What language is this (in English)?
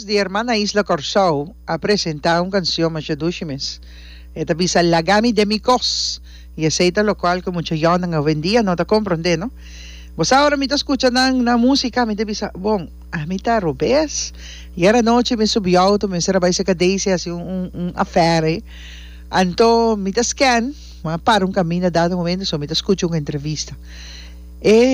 Papiamento